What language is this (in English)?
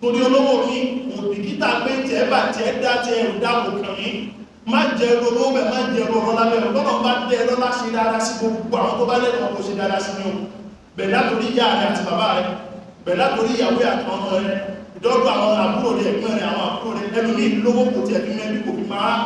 Yoruba